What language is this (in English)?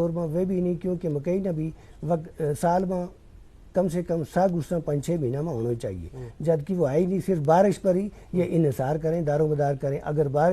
Gujari